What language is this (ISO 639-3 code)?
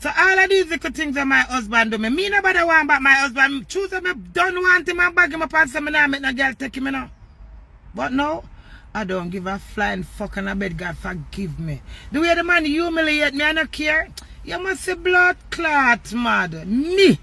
jam